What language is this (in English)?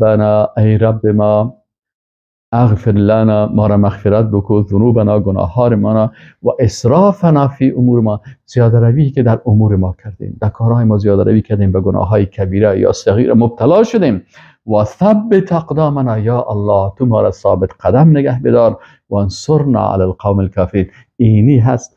Persian